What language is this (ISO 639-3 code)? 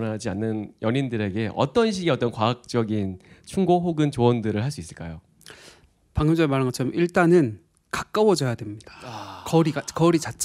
kor